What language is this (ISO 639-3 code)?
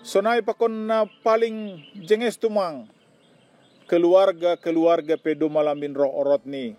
bts